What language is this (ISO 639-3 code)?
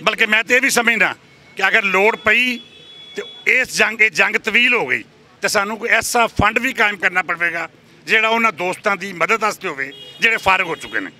lah